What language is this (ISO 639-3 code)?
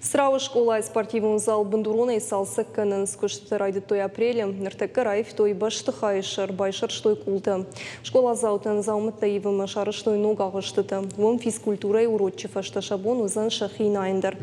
oss